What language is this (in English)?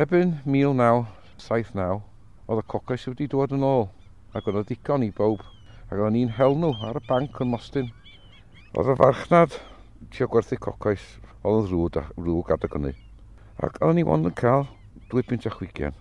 Welsh